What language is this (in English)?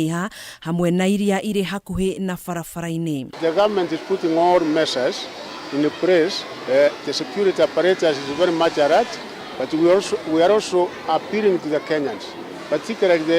Kikuyu